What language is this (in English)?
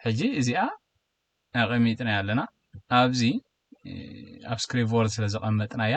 Tigrinya